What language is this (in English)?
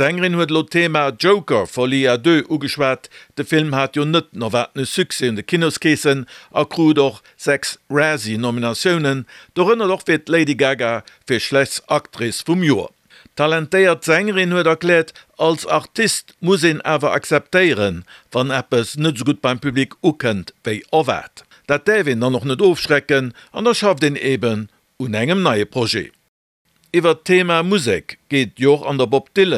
Luxembourgish